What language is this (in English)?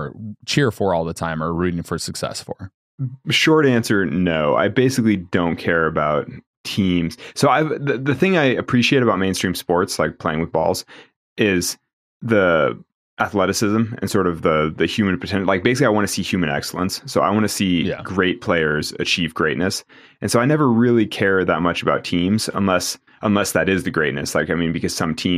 English